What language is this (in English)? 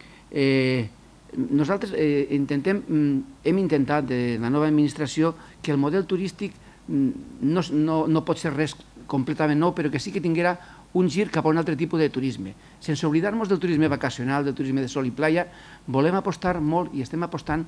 Catalan